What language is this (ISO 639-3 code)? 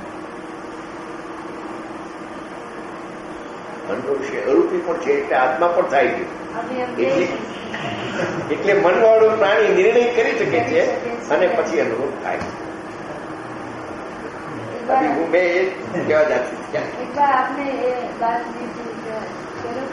guj